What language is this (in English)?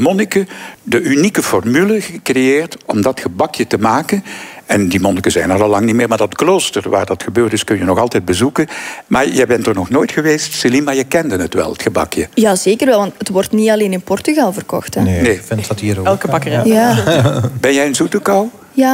Dutch